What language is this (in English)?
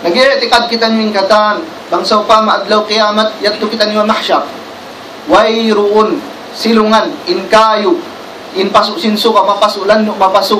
Tausug